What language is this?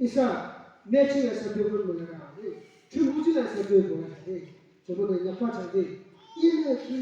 Yimchungru Naga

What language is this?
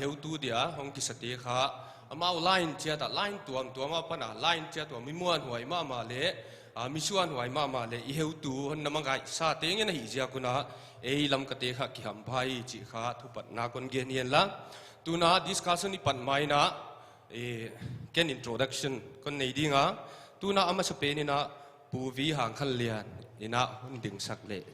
Paite Chin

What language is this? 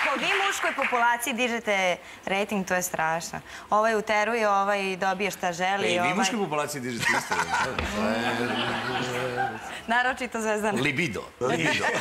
Serbian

